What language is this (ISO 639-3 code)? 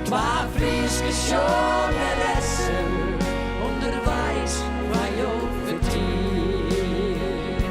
fry